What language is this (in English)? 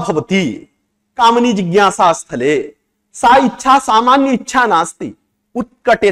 Sanskrit